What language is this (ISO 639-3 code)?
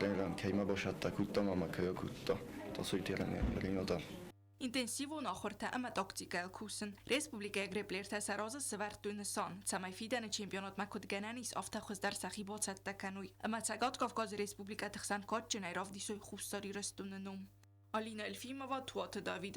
oss